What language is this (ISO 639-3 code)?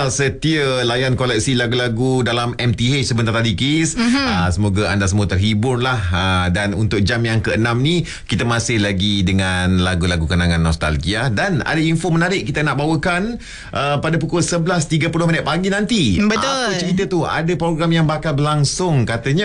msa